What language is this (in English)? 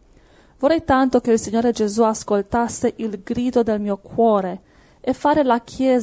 Italian